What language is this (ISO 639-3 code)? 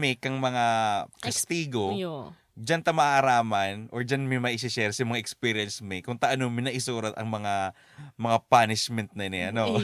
bik